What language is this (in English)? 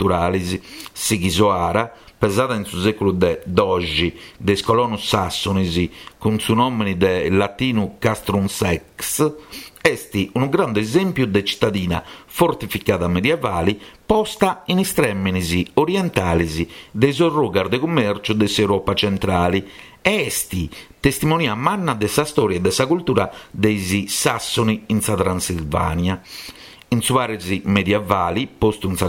Sardinian